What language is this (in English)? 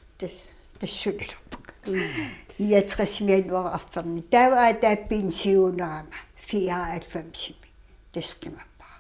Kalaallisut